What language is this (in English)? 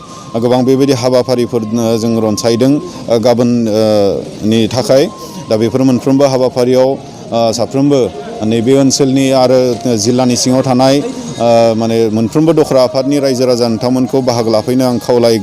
Bodo